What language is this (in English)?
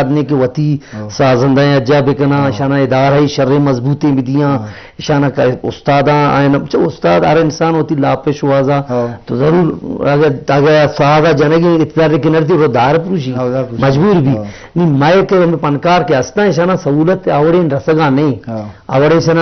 Eastern Balochi